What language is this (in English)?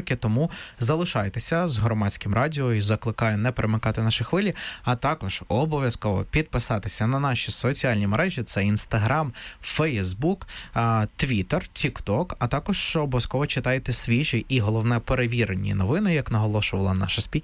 Ukrainian